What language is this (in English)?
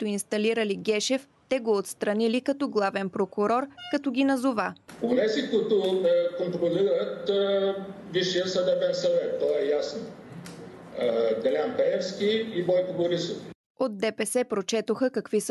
Bulgarian